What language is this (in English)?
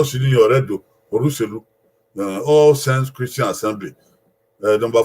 Bini